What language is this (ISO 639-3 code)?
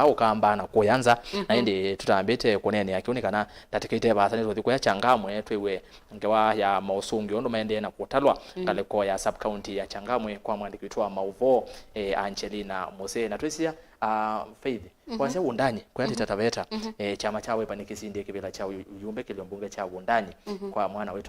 kam